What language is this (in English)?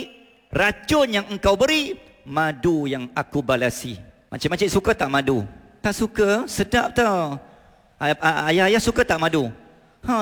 Malay